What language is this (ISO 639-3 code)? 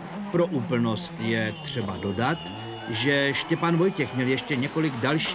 ces